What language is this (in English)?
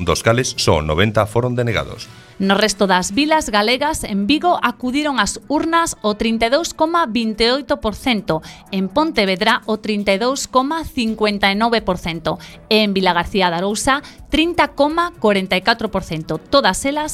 Galician